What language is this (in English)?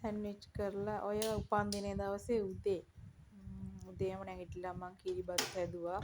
Sinhala